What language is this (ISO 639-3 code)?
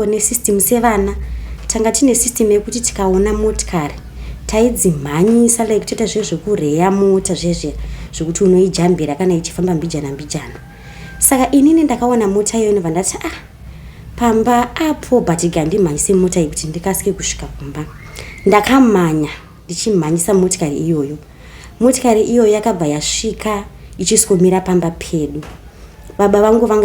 sna